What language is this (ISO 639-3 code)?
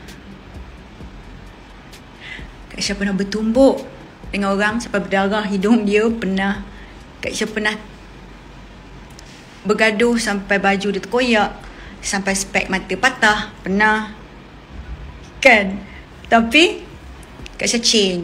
msa